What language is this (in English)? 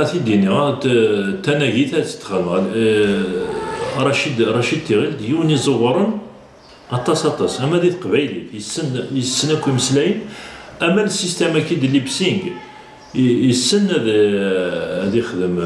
Kabyle